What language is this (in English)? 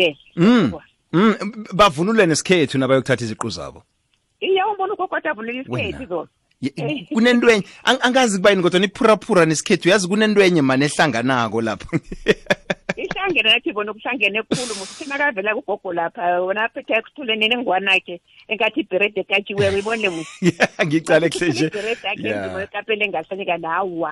South Ndebele